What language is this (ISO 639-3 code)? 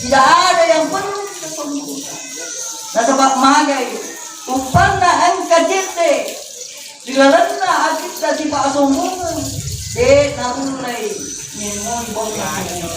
bug